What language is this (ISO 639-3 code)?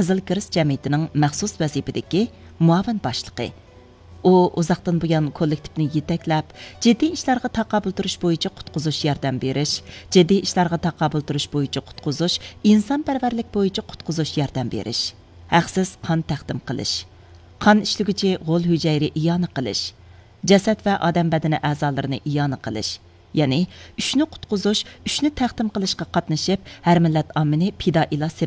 uig